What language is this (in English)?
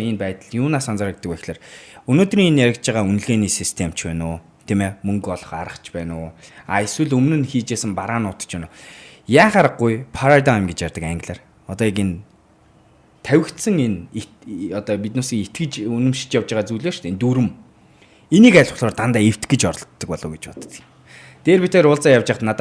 Mongolian